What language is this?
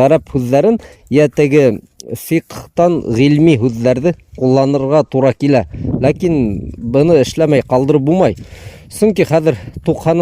Bashkir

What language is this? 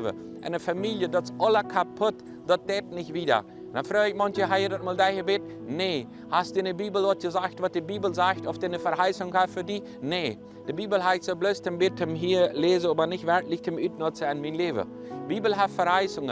Plautdietsch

